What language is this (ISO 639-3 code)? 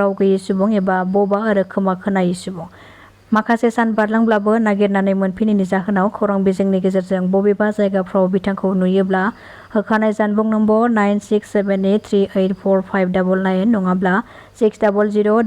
brx